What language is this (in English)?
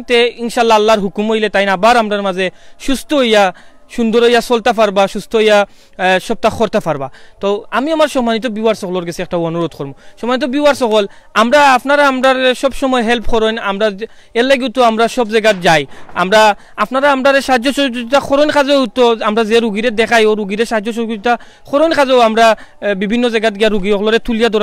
Sylheti